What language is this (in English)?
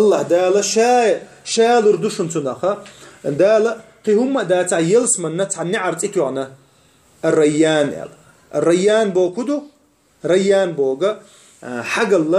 Chechen